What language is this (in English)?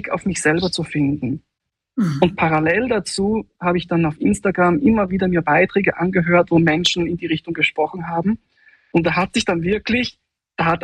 German